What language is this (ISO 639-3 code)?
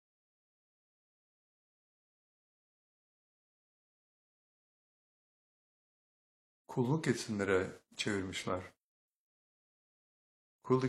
tur